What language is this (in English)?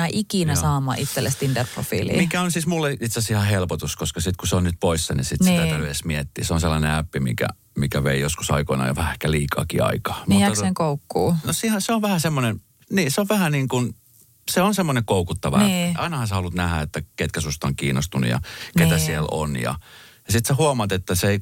Finnish